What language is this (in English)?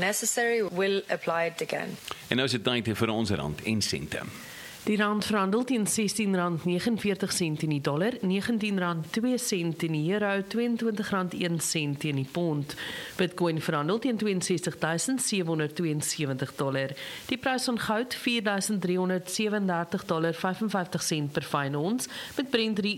Afrikaans